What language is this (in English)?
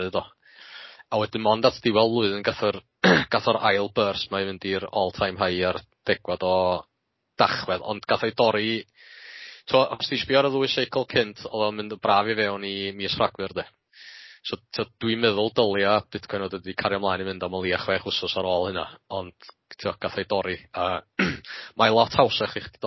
Welsh